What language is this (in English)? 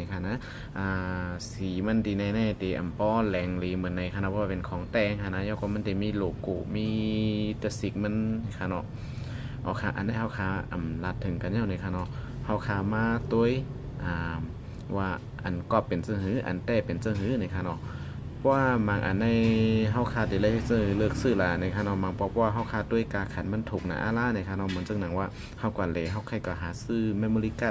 Shan